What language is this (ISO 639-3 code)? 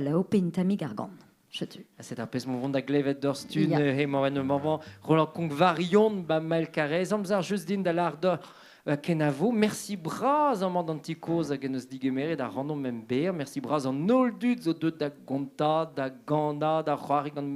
bre